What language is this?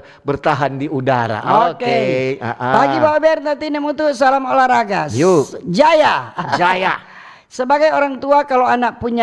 Manado Malay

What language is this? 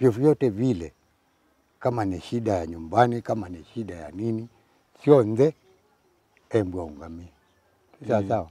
Kamba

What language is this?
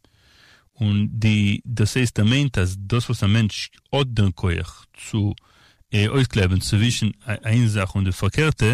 Yiddish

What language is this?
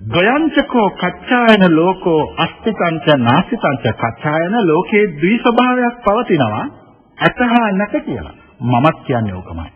Sinhala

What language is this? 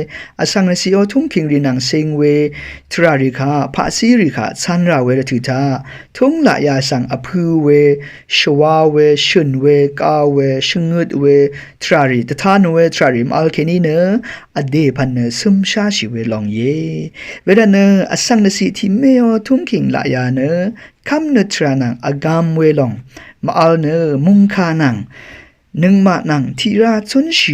Rawang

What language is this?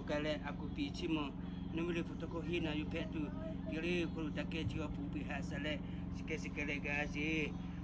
Lahu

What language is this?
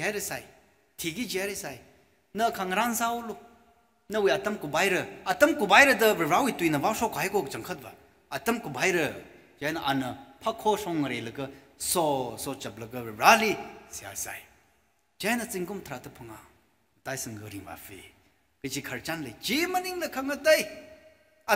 Tangkhul Naga (India)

